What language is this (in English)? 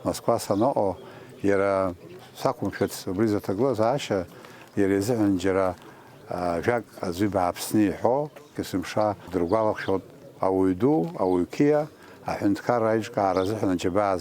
Abkhazian